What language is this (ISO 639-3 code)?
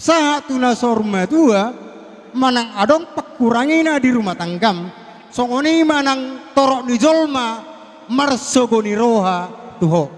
bbc